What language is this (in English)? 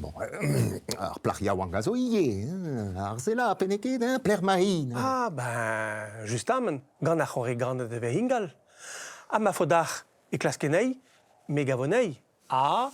Breton